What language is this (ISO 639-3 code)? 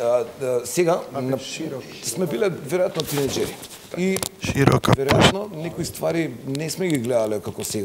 mkd